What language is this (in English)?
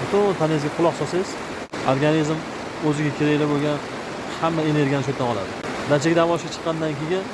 Uzbek